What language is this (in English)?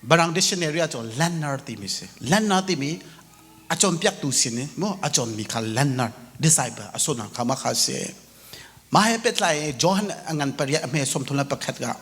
Hakha Chin